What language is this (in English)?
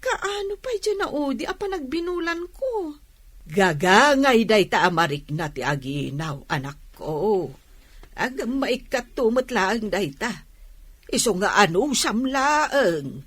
Iloko